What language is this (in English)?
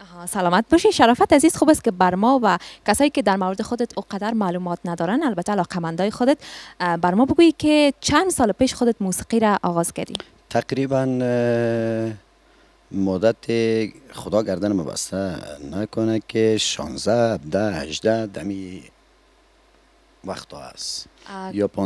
Persian